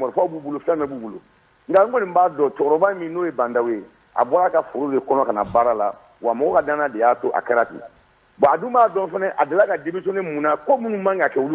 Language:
Bambara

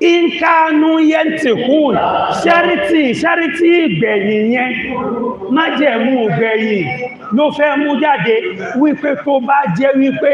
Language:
Yoruba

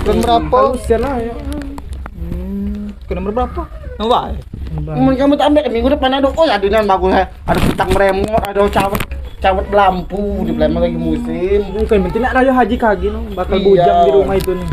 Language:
Musi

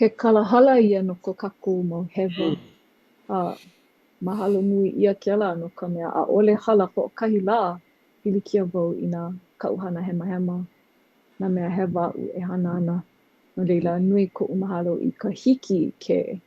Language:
Hawaiian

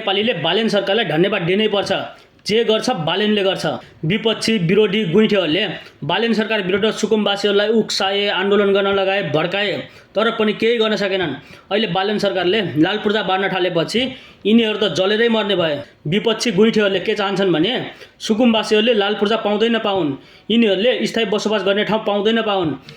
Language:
Nepali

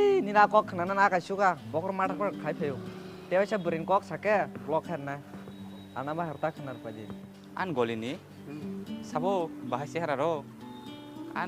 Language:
Kok Borok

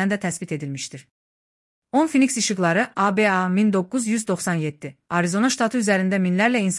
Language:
Azerbaijani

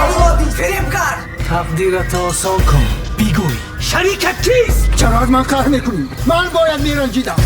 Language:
Tajik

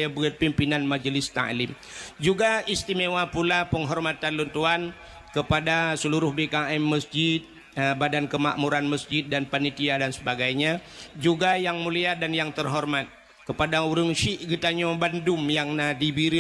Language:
Achinese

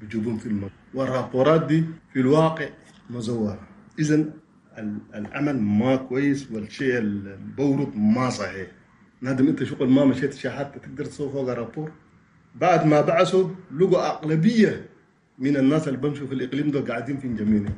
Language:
Chadian Arabic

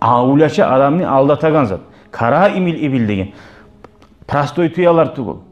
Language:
Kumyk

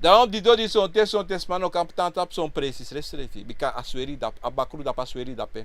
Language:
Sranan Tongo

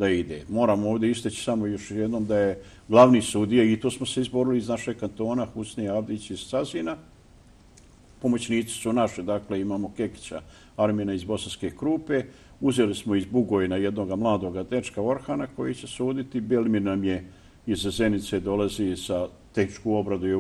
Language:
Bosnian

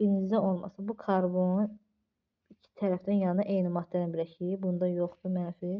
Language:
Azerbaijani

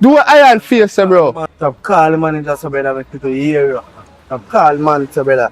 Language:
Jamaican Creole English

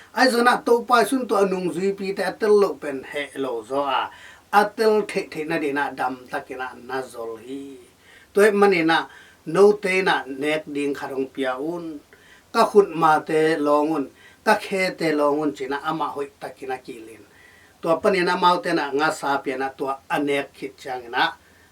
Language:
Tedim Chin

